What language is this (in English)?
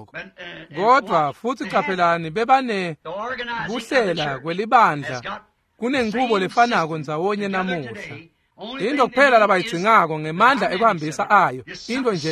Swati